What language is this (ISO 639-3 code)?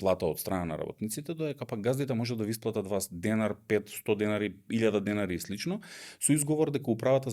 mkd